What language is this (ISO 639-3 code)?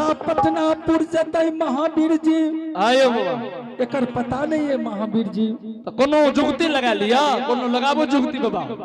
anp